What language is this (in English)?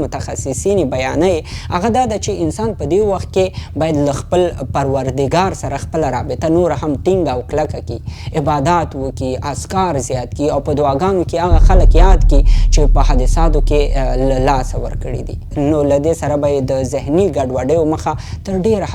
Pashto